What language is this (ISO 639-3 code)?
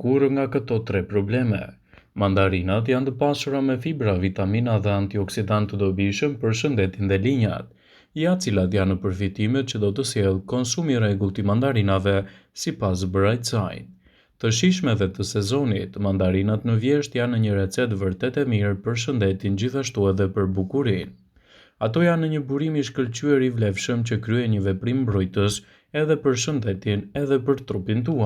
sqi